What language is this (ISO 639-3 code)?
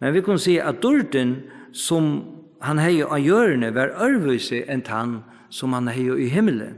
fao